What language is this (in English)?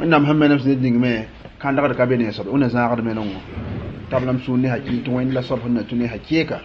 Mossi